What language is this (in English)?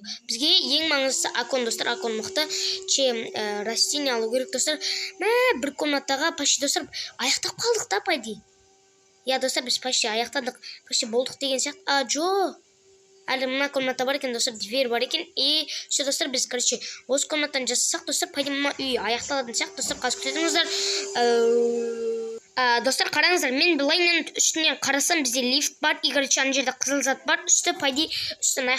Kazakh